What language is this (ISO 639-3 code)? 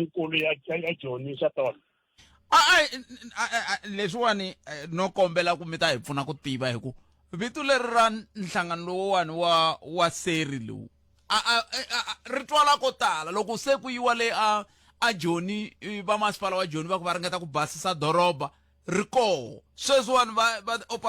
tso